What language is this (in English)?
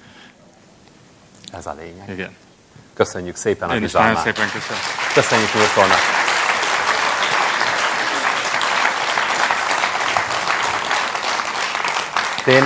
Hungarian